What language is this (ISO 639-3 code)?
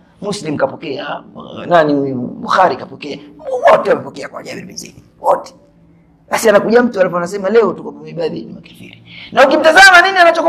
swa